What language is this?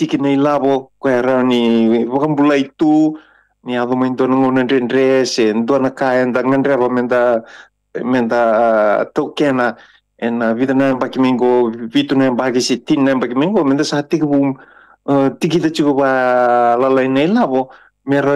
Fijian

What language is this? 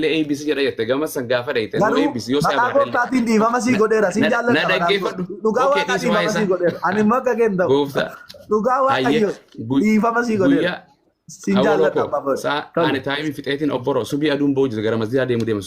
Oromo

